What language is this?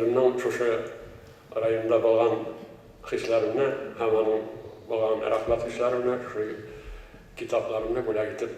Tatar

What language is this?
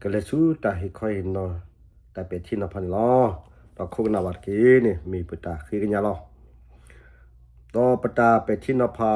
S'gaw Karen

